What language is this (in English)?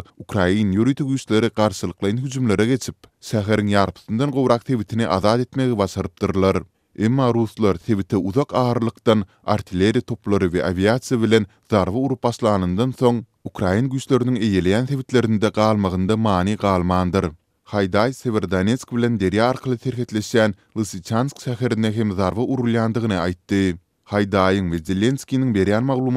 Turkmen